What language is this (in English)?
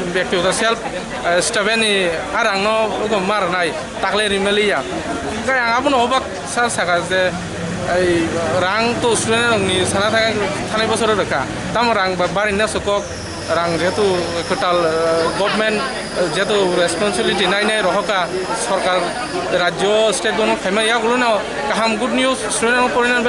Kok Borok